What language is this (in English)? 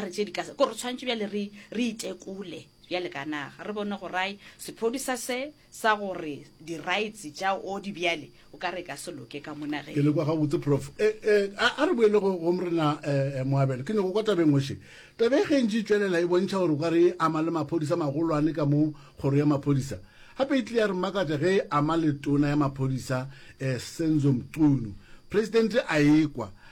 Northern Sotho